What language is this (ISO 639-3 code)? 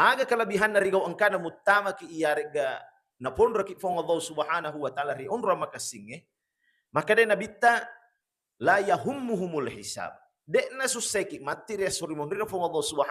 bug